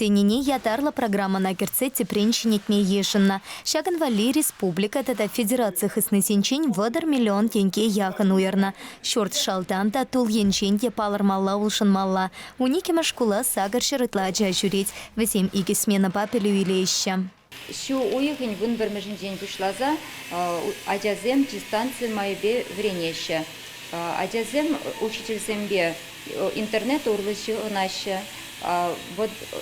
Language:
Chuvash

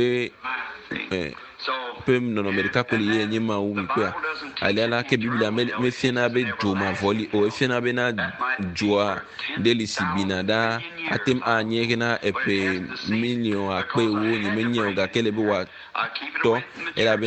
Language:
Ewe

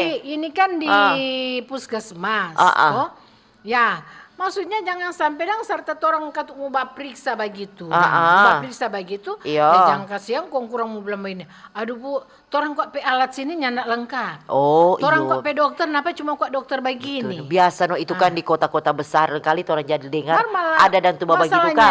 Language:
Manado Malay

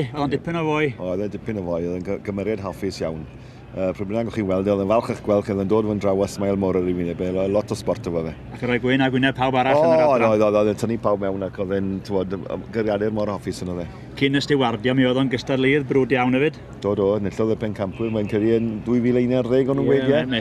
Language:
Welsh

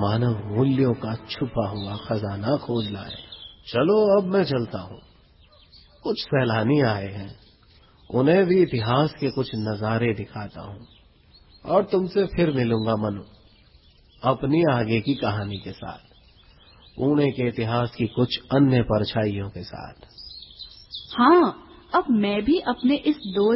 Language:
Hindi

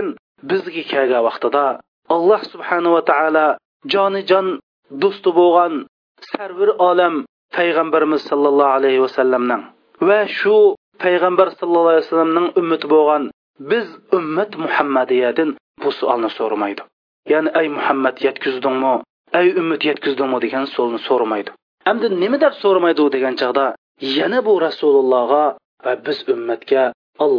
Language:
Uyghur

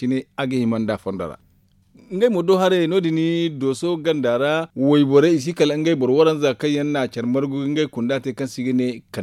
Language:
Zarma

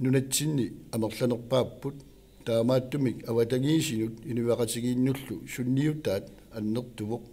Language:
Kalaallisut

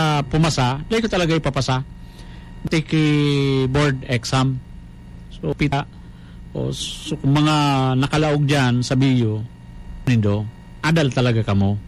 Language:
Bikol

